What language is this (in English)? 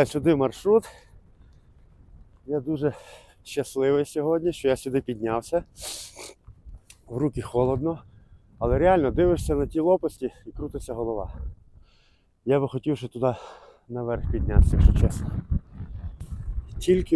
Ukrainian